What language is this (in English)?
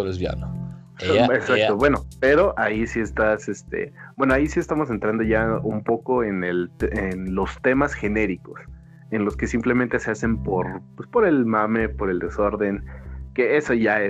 Spanish